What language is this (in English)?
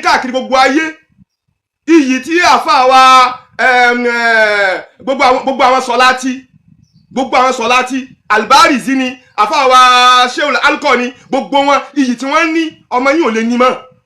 Yoruba